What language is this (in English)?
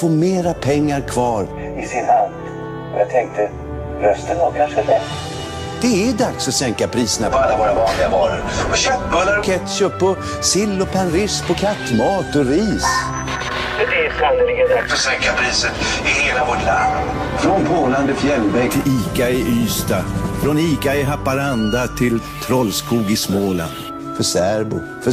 Swedish